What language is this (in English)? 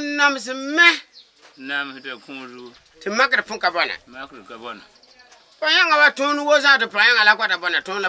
Frafra